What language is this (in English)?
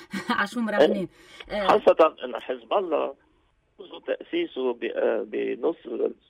North Levantine Arabic